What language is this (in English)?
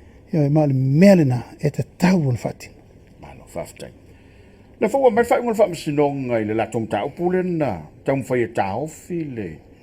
Samoan